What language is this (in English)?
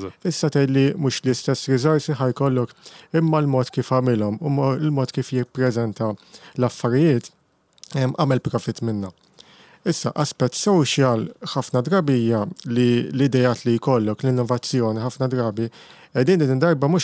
Maltese